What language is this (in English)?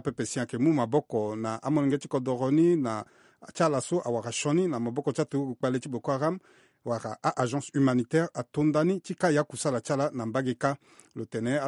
Sango